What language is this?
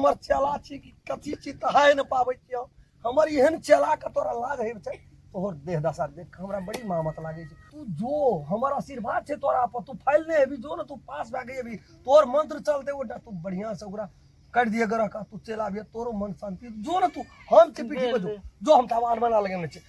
Maithili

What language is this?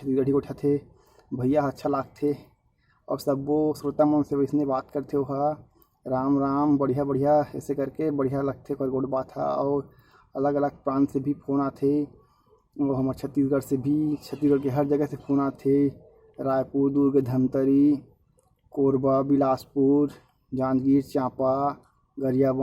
Chhattisgarhi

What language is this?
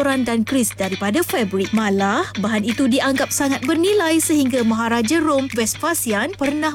Malay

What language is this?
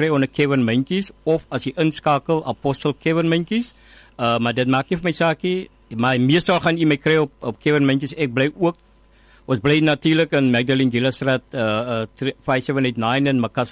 Afrikaans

